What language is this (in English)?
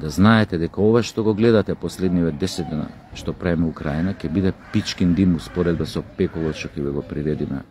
Macedonian